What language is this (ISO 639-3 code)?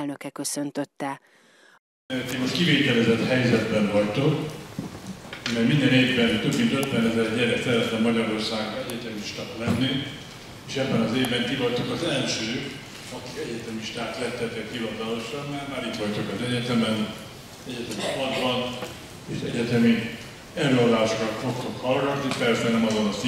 hun